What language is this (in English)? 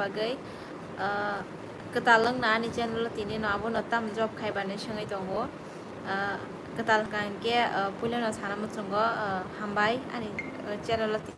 Kok Borok